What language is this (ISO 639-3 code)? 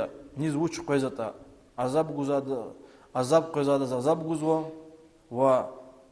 lez